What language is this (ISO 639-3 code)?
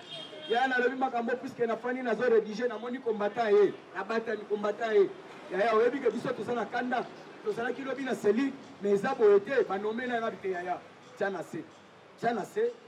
lin